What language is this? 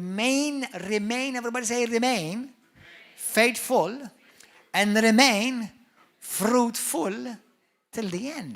English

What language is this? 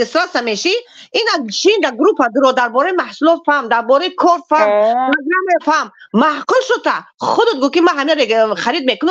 Tajik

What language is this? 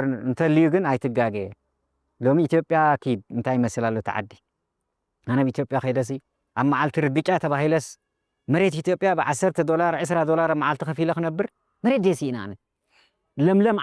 Tigrinya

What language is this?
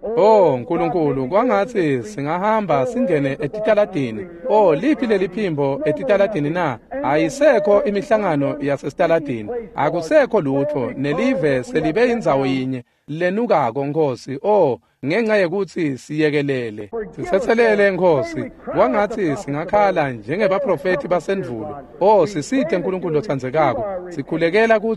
Swati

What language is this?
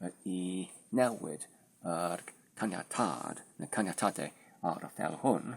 Welsh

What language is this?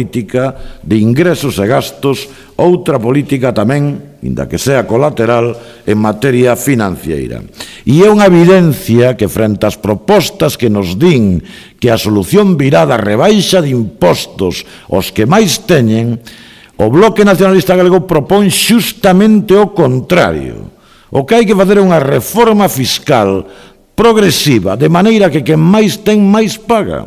Galician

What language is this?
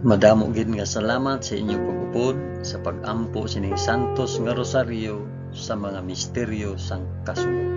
Hiligaynon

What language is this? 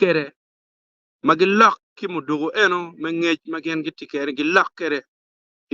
Acoli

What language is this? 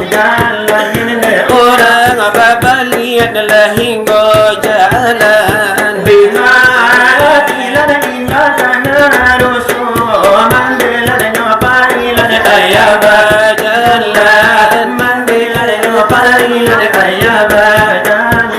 Minangkabau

